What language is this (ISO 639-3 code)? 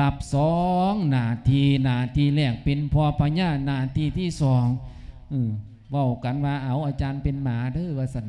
lao